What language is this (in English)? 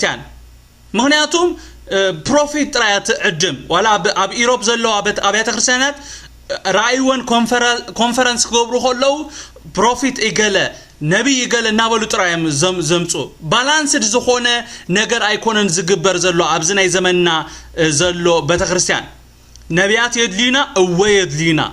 Tigrinya